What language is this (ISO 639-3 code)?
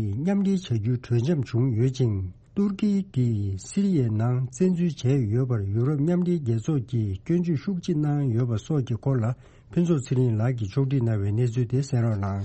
bod